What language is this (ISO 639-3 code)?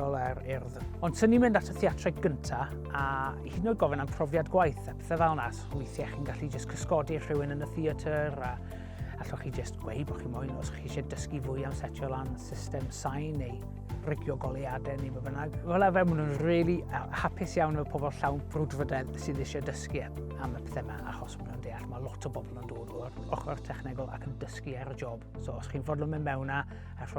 cym